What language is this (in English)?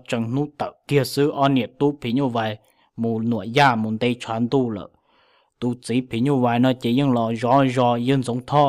Hmong